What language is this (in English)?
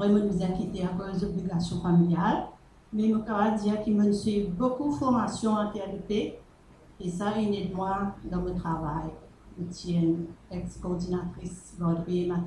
Morisyen